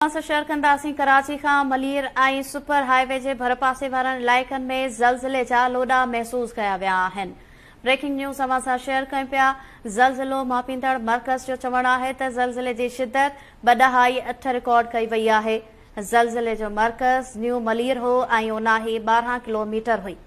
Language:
Sindhi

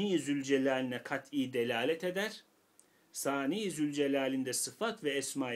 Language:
Turkish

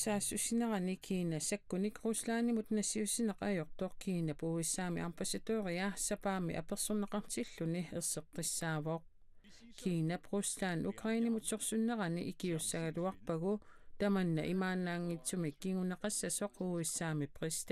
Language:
Kalaallisut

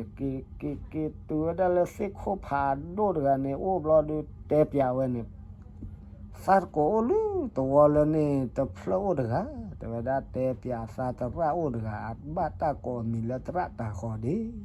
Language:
S'gaw Karen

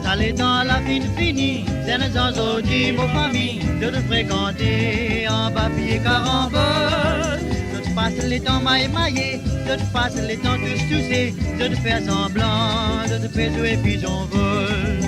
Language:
Morisyen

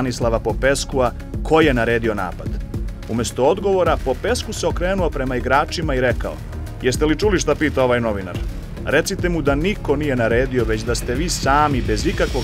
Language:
Serbian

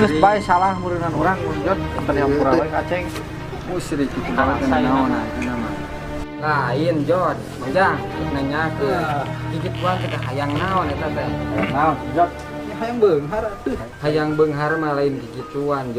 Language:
Sundanese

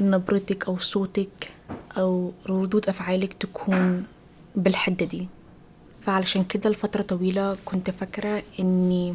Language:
Egyptian Arabic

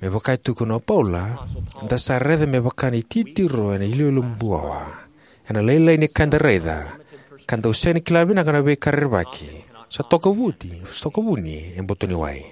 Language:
Fijian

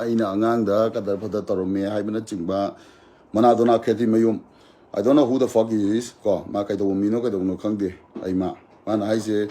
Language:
Manipuri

